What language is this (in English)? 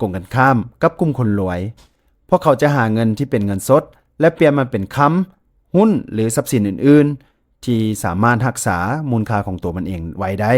Lao